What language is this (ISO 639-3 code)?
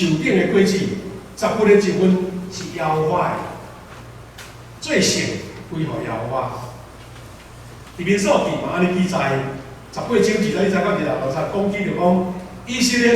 nan